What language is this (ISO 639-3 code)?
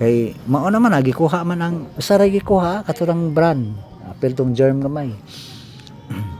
ceb